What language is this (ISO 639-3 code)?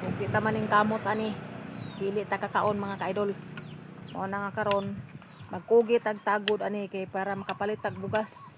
ceb